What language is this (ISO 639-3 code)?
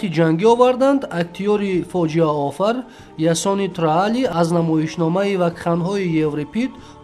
tgk